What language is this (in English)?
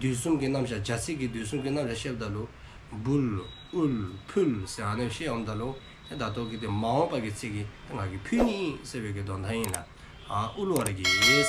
Dzongkha